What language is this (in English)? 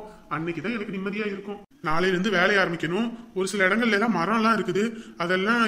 Tamil